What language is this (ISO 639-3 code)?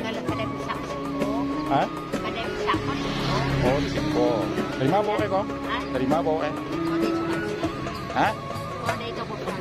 min